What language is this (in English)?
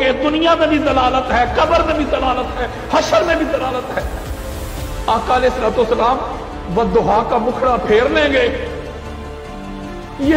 Urdu